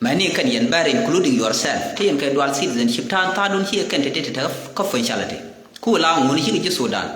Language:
Nuer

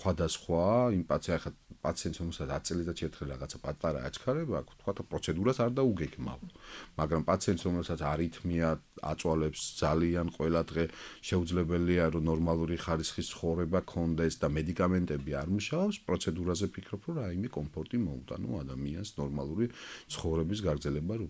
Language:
Georgian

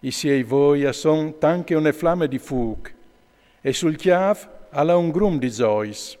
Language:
Friulian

